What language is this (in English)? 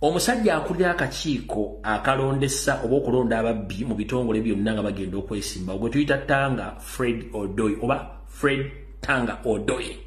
Ganda